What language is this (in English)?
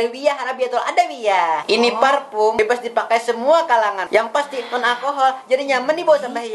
Banjar